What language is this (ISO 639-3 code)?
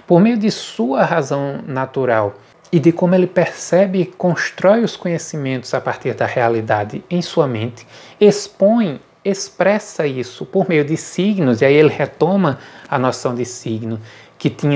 por